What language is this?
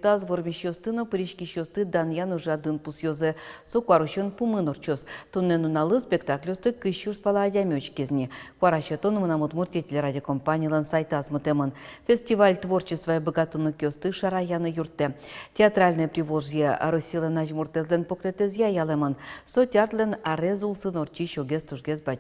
Udmurt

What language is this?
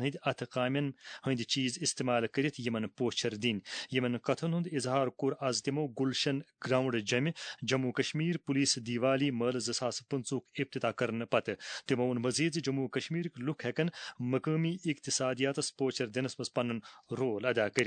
Kashmiri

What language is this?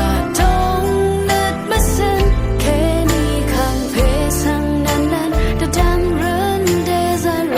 Rawang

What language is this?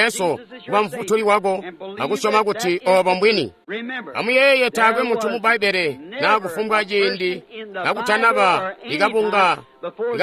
Tonga (Zambia)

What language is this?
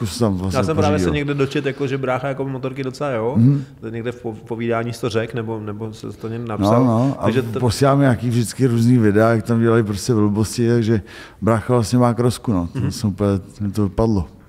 Czech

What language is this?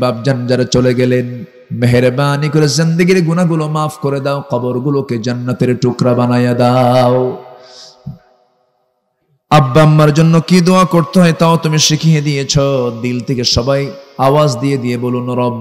Bangla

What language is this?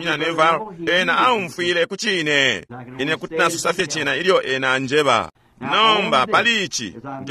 Bemba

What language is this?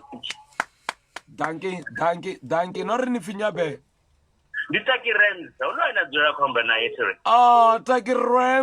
Venda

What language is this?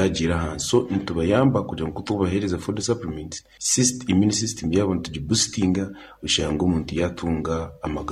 Nyankole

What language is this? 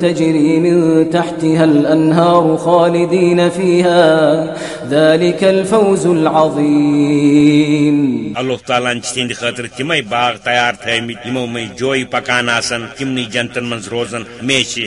Kashmiri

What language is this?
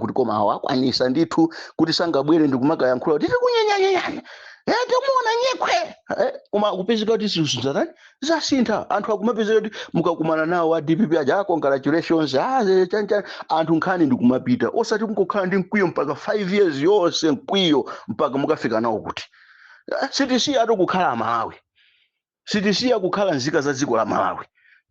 Nyanja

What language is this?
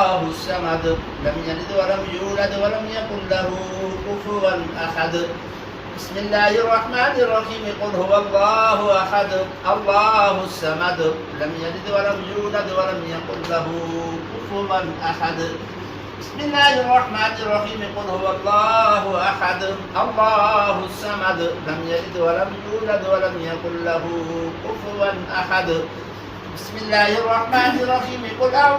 Pahari-Potwari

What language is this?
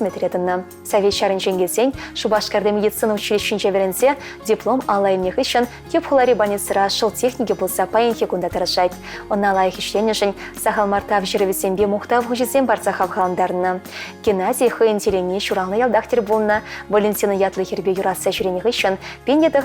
Chuvash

